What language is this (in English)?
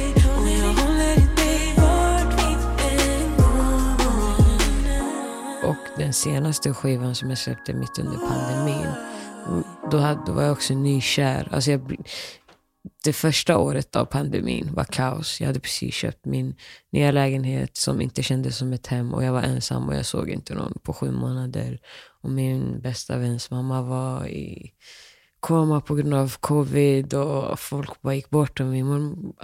Swedish